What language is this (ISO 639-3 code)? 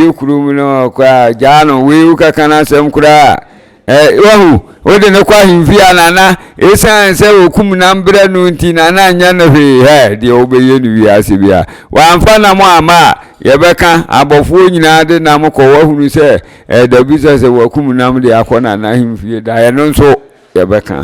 aka